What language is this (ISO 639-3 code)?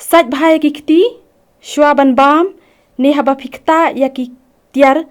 kha